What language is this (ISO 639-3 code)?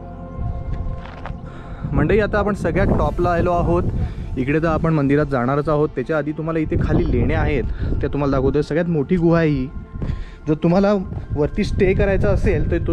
mar